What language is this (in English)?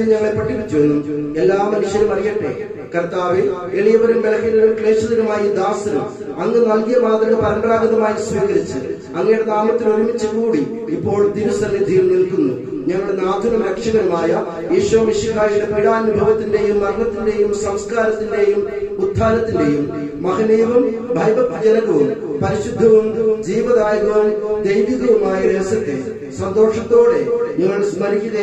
Malayalam